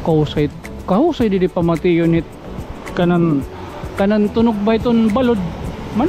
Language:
Waray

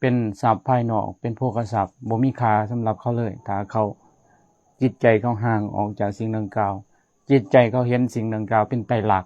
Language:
Lao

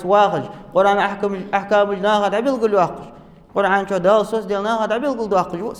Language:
Ingush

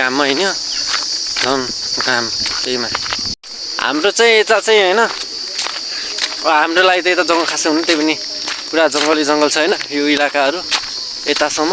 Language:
Nepali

